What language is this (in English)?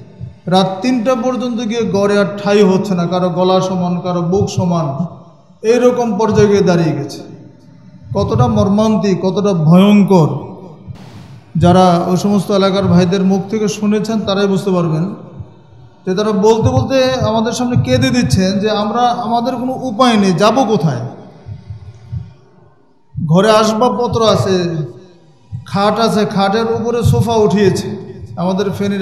Bangla